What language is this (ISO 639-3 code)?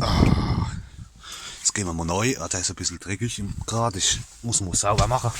pfl